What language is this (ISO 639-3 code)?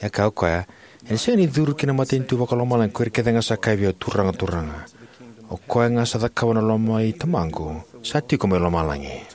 fij